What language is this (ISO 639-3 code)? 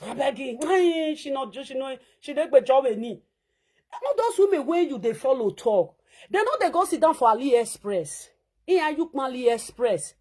pcm